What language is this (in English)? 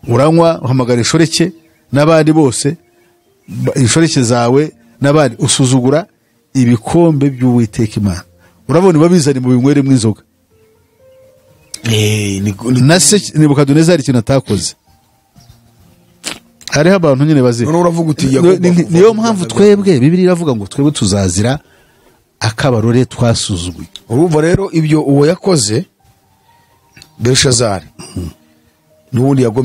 Kinyarwanda